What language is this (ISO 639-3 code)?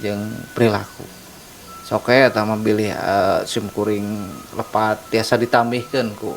sun